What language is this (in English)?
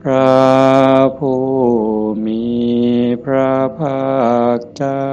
Northeastern Thai